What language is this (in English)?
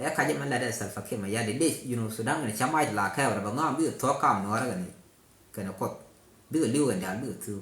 Nuer